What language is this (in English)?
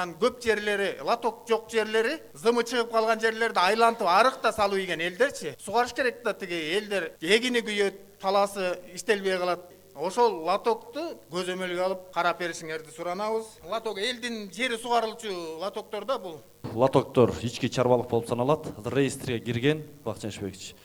Kyrgyz